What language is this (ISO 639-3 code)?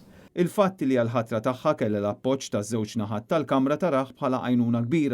mlt